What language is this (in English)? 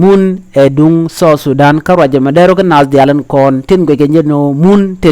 Nuer